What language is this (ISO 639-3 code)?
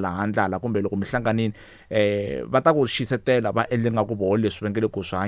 tso